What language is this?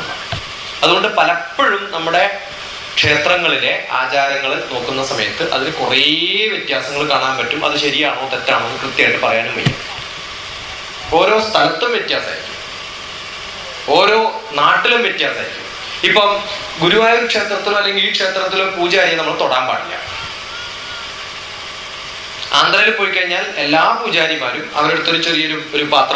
Malayalam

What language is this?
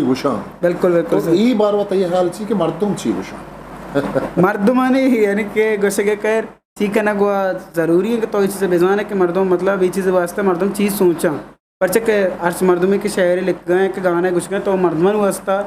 Eastern Balochi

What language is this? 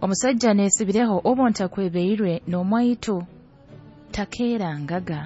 Nyoro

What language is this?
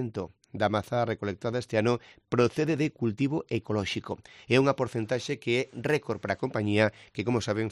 Galician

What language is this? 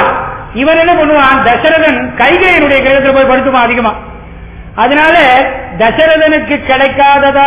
Tamil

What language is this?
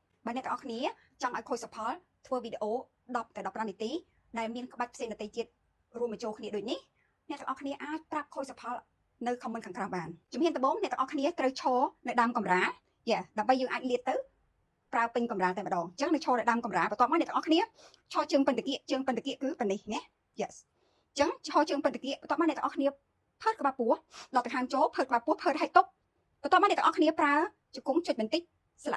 Khmer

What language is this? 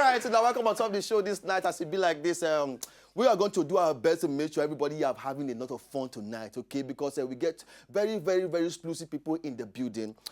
Nigerian Pidgin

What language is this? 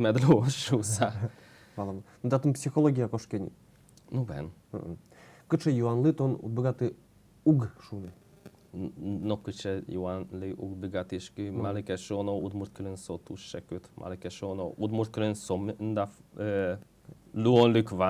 Udmurt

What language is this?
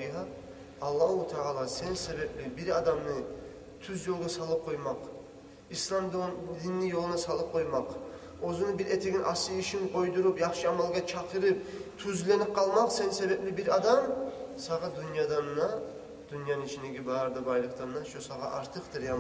Kumyk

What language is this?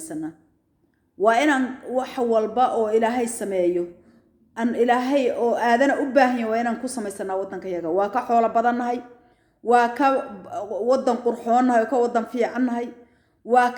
Somali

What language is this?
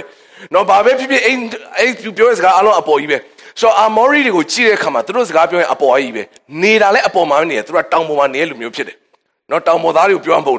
Burmese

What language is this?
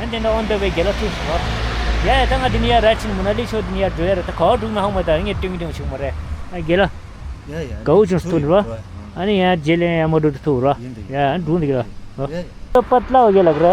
Tibetan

